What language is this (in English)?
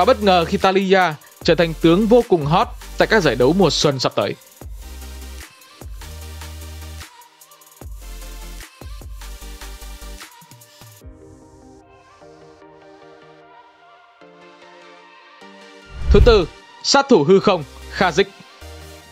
Vietnamese